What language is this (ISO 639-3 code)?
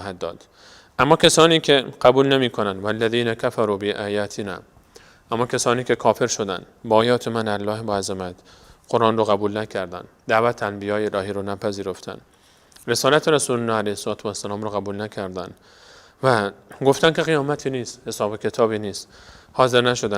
fas